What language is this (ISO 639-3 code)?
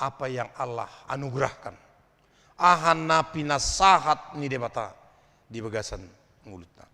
bbc